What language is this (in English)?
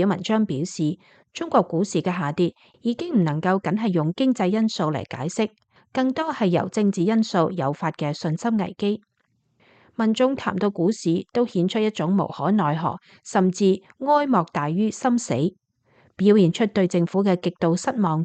Cantonese